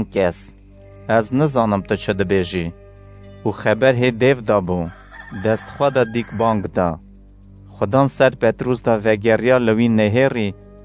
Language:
Kurdish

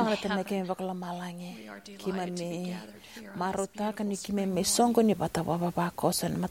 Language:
Fijian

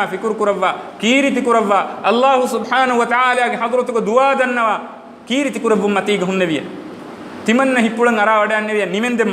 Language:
Divehi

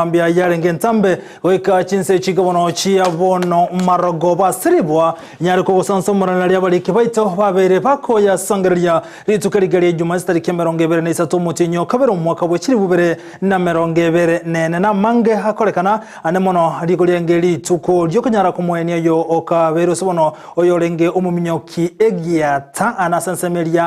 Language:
Gusii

